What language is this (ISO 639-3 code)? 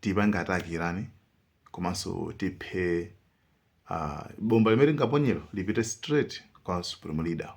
nya